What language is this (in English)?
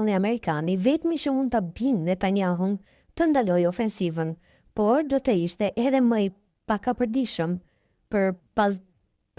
Albanian